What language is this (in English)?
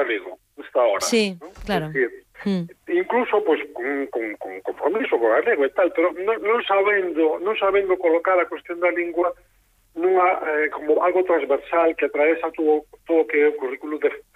Galician